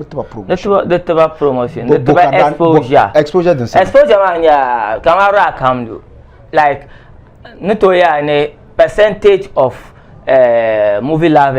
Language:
Dagbani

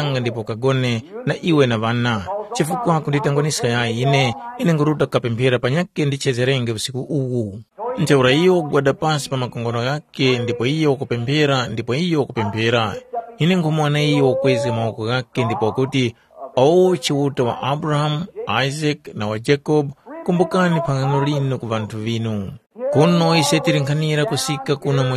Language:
Tumbuka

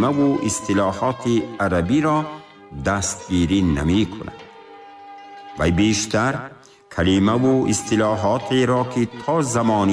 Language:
Tajik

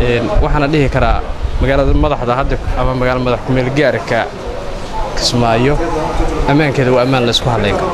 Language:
Somali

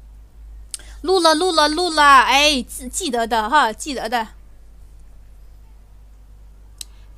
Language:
Chinese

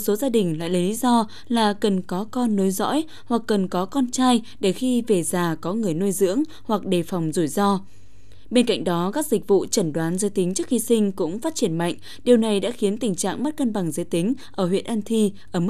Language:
Vietnamese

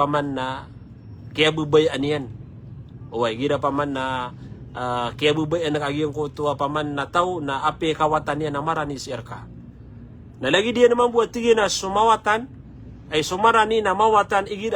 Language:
Maranao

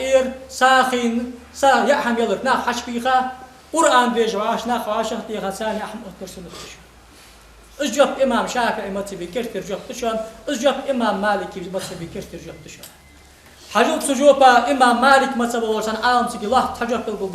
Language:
Ingush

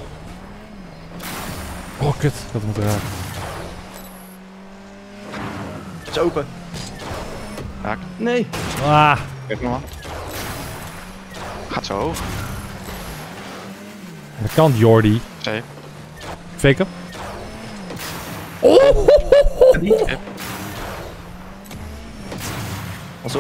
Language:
Dutch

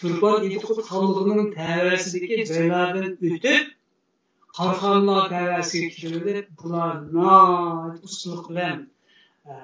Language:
Uyghur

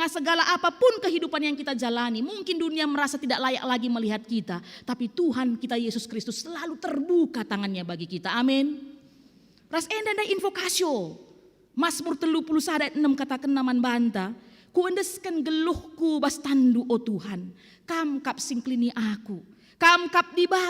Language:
Batak Karo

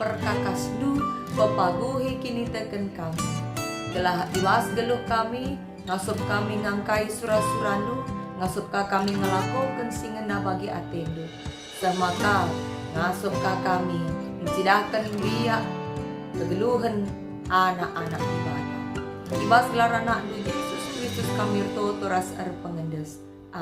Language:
Batak Karo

